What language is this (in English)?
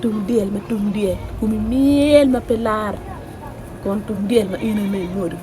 Acoli